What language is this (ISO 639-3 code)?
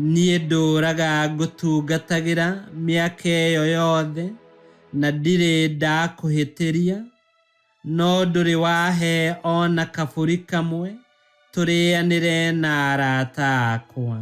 kik